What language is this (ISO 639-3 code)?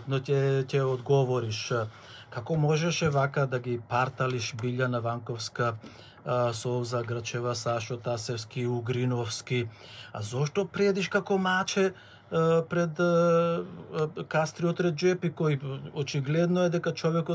mkd